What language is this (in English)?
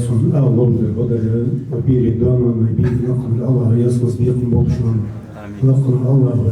Ingush